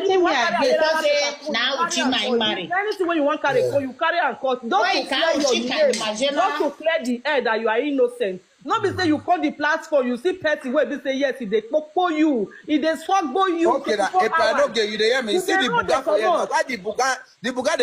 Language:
Nigerian Pidgin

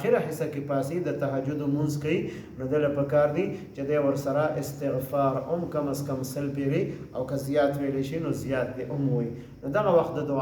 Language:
Pashto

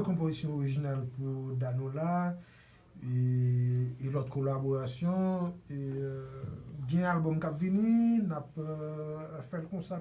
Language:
Haitian Creole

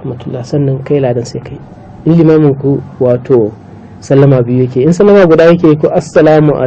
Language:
Hausa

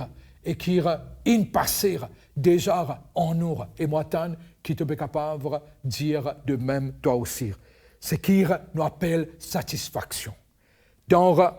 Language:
Morisyen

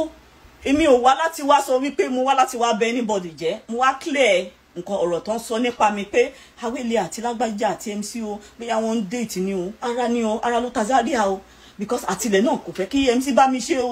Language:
Yoruba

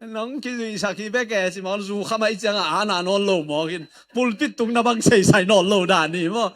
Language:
Tedim Chin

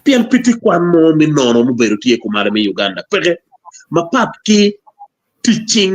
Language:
Acoli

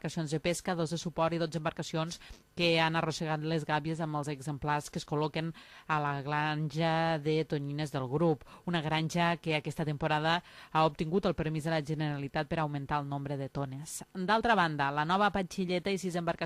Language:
Catalan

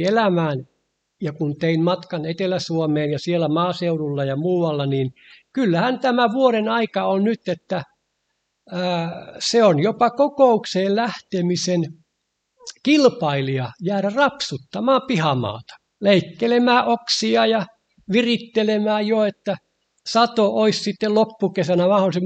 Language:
Finnish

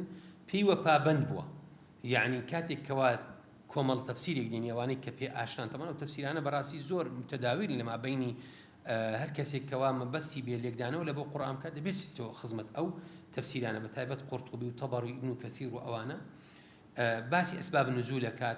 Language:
Central Kurdish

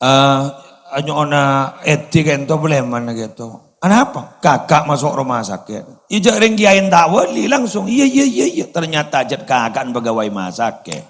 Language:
Madurese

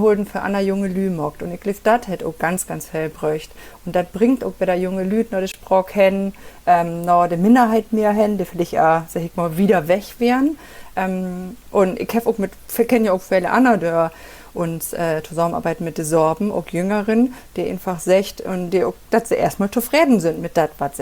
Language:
Low German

